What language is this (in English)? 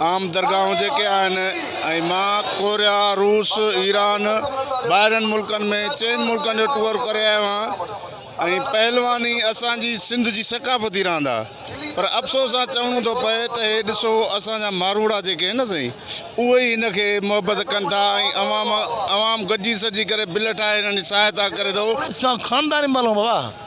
Sindhi